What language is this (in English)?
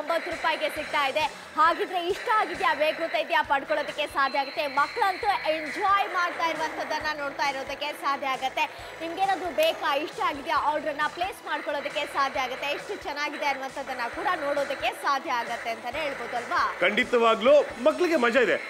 Kannada